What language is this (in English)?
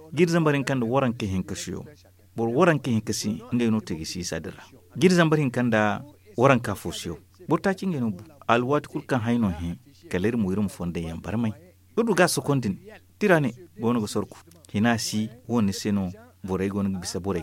Zarma